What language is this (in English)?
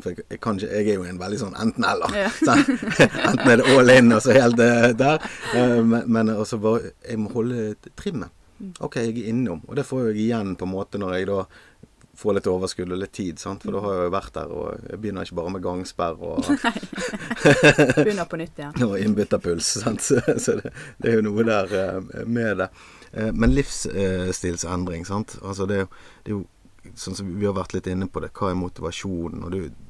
Norwegian